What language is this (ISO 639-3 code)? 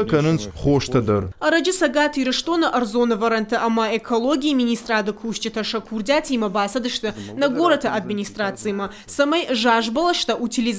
oss